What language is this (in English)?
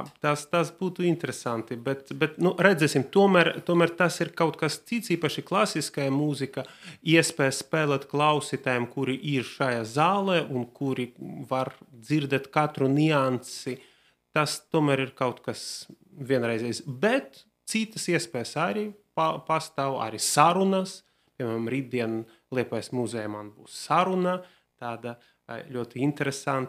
Latvian